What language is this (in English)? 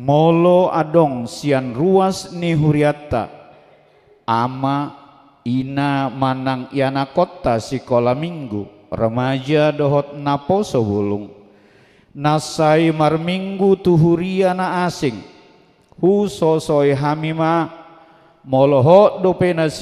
Batak Toba